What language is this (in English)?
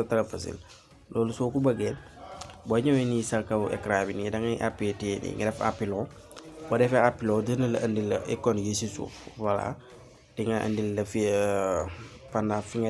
Wolof